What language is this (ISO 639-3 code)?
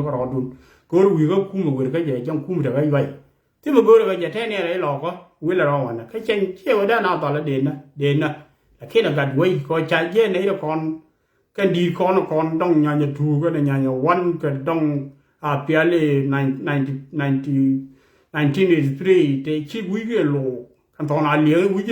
nus